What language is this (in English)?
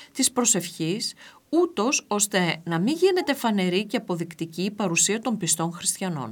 Greek